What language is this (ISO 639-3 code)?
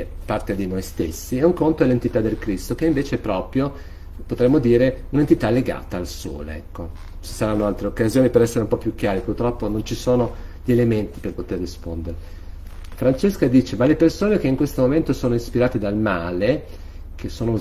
ita